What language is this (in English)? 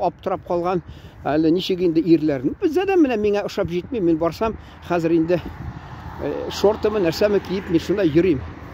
Tatar